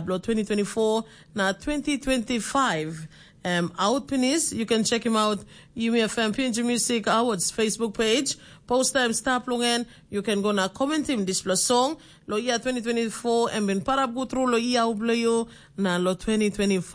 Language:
Tok Pisin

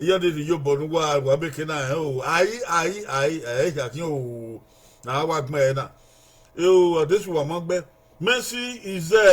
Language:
Bini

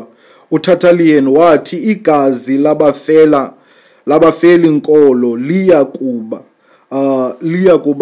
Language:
Xhosa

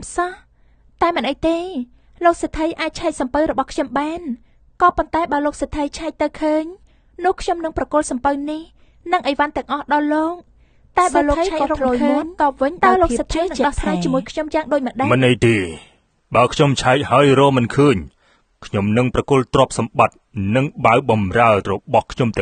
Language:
Khmer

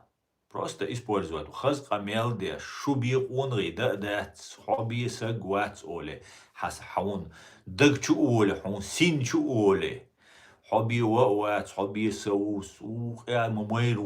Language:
Chechen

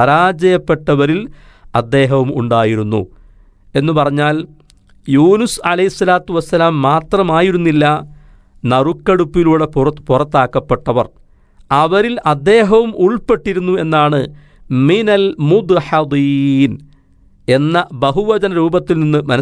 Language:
Malayalam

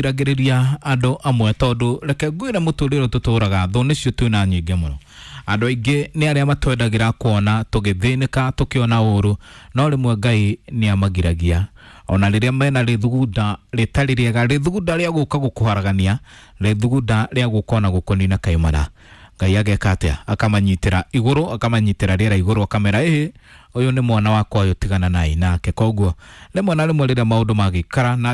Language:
Kikuyu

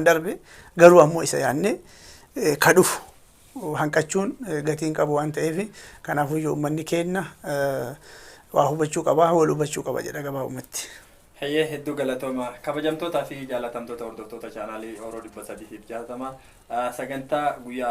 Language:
Oromo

